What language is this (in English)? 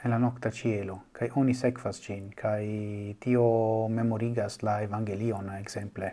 Esperanto